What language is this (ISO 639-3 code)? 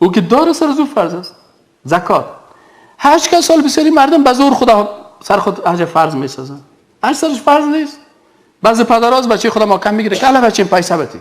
tgk